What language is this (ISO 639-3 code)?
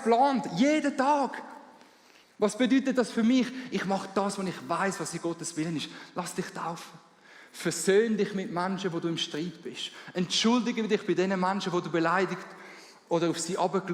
gsw